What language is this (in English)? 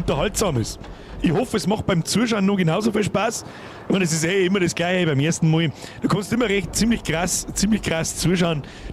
Bavarian